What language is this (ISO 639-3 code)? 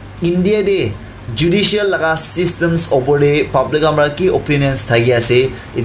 nag